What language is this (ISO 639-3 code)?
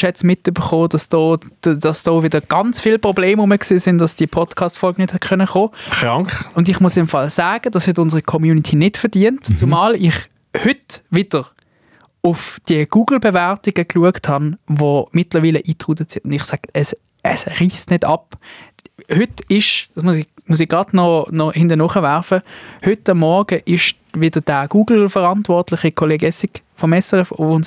gsw